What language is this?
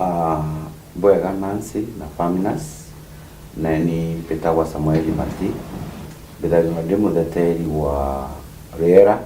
Meru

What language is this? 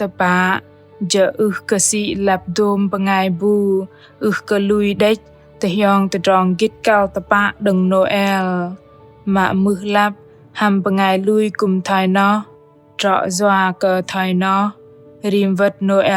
Bahnar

